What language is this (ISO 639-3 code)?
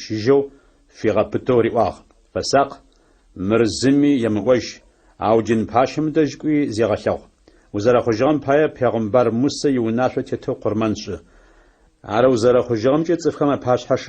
ady